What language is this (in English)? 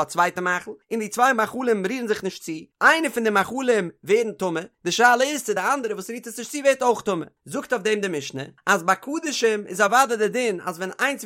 Yiddish